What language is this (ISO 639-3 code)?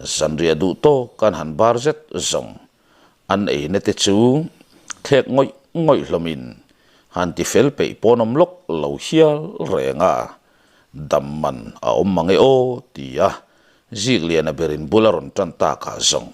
lus